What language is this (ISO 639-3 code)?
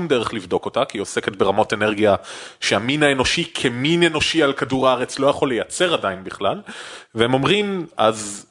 heb